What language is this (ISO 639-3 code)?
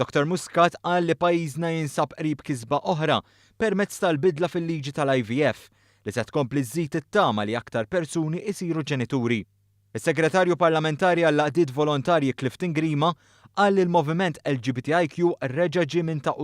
mlt